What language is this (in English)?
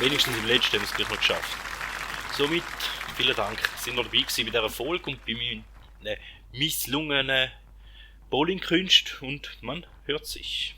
Swiss German